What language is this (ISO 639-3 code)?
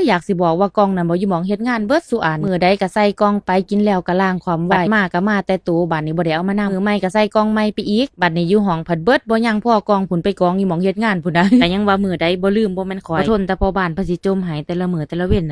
lao